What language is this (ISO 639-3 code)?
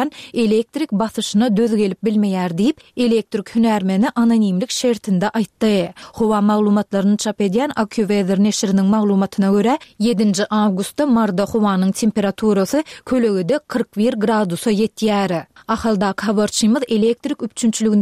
tuk